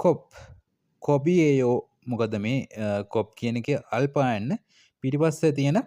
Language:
Sinhala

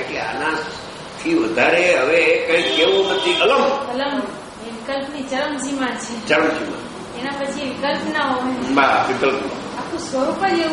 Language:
Gujarati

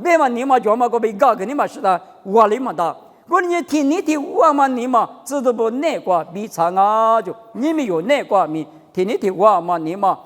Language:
Lisu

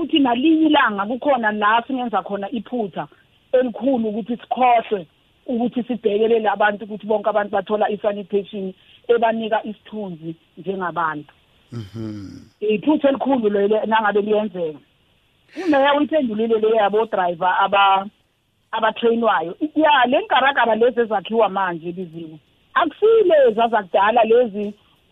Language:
South Ndebele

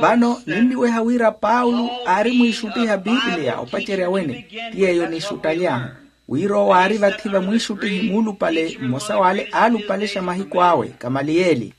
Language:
Makhuwa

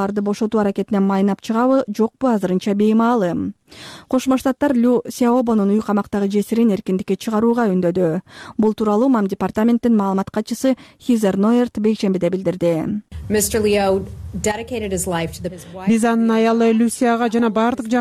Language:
Kyrgyz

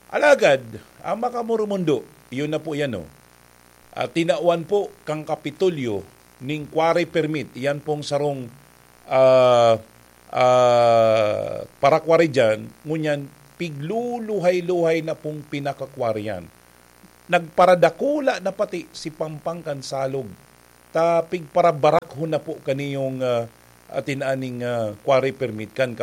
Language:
Bikol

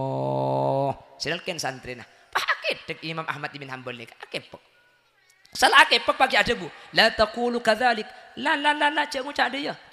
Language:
Madurese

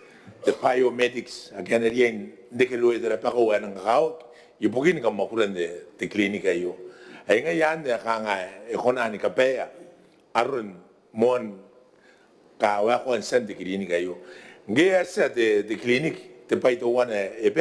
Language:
Gilbertese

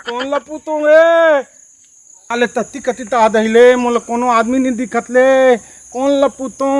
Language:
Chhattisgarhi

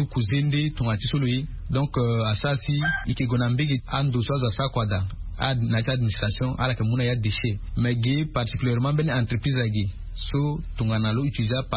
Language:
Sango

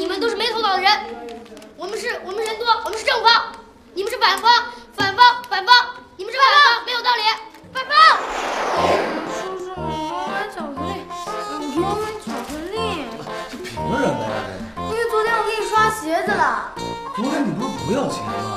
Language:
Chinese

